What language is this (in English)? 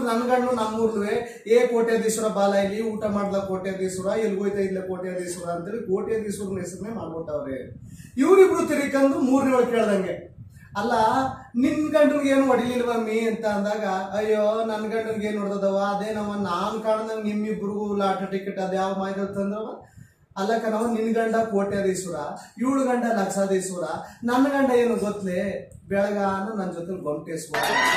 Kannada